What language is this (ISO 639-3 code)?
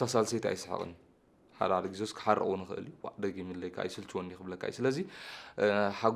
tir